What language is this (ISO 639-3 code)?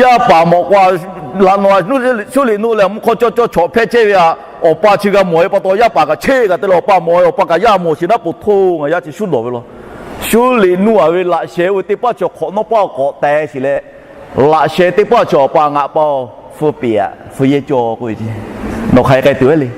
lhu